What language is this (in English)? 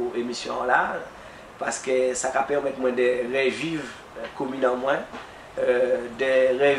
Guadeloupean Creole French